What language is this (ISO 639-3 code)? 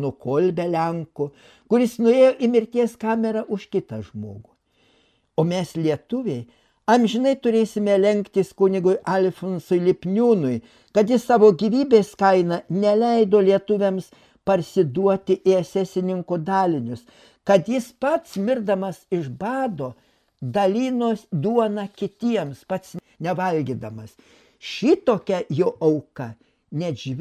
lit